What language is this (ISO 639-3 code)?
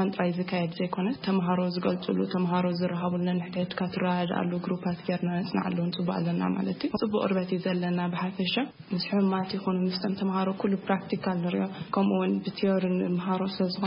tir